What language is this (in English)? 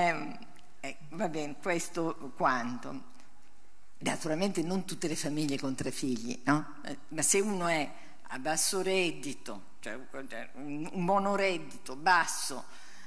Italian